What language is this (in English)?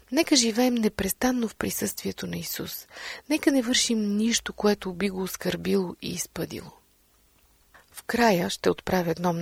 Bulgarian